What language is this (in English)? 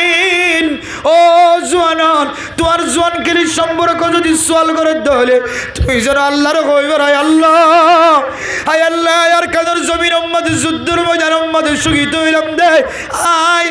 Rohingya